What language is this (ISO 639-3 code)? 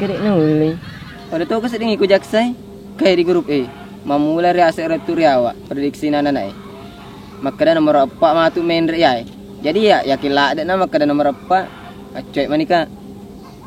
bug